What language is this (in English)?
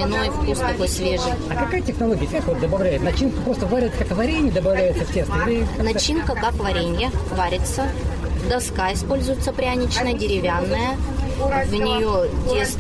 Russian